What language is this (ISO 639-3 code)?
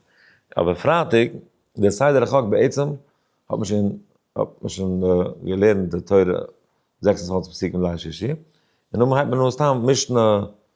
yid